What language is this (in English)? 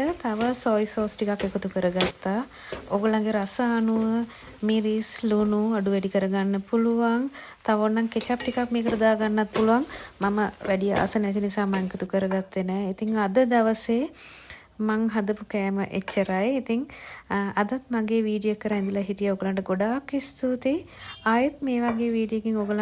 Sinhala